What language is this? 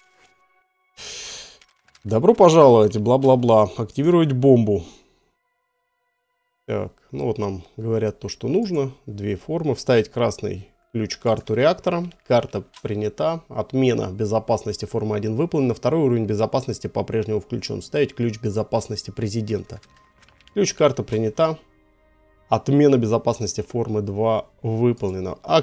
Russian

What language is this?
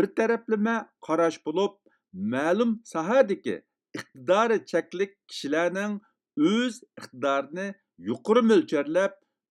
Uyghur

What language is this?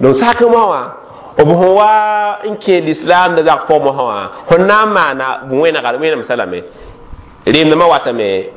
Mossi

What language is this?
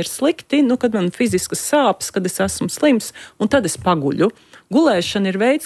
Latvian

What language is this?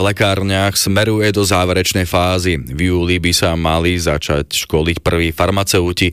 Slovak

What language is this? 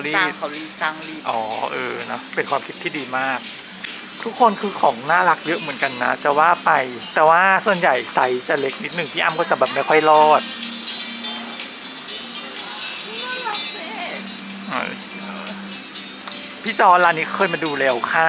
Thai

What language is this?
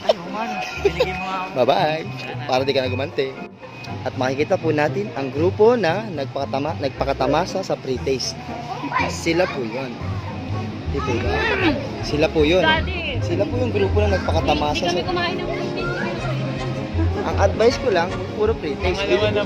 Filipino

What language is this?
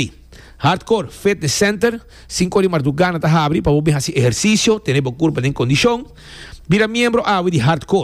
Papiamento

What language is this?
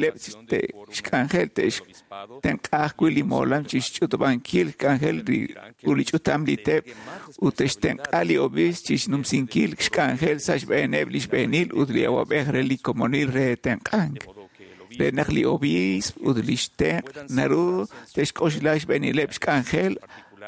Kekchí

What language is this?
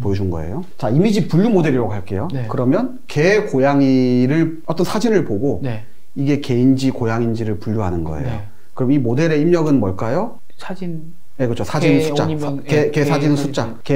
Korean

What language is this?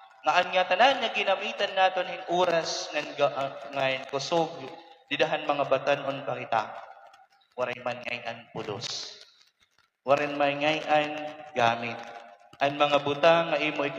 Waray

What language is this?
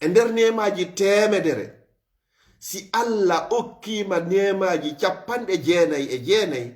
Fula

